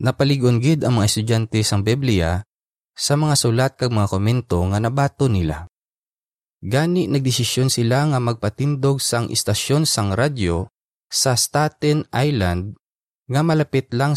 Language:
Hiligaynon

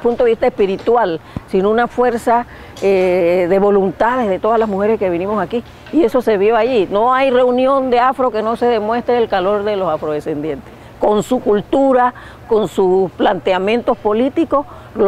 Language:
Spanish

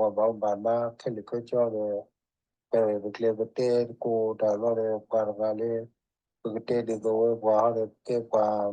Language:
S'gaw Karen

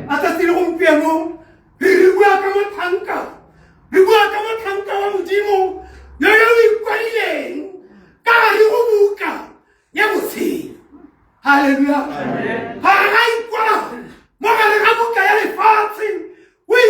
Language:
Tswana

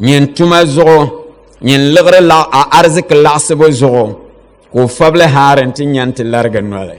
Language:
Dagbani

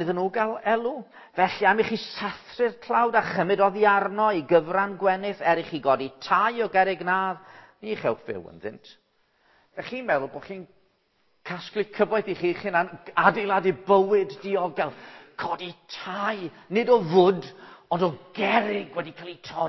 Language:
Welsh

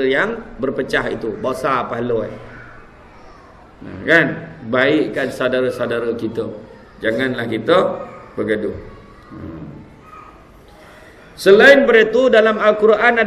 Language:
Malay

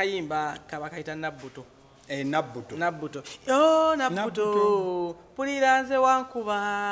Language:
Ganda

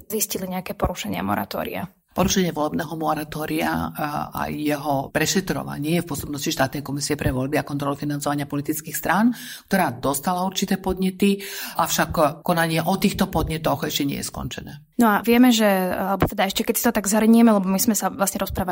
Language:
Slovak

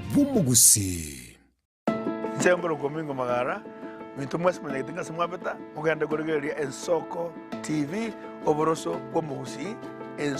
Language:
Gusii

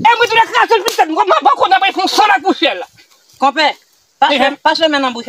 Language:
Haitian Creole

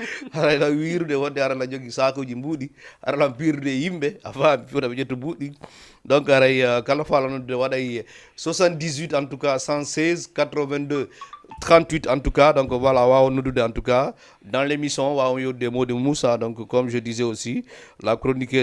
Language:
Fula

